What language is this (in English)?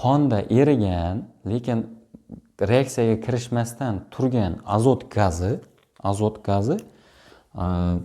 Uzbek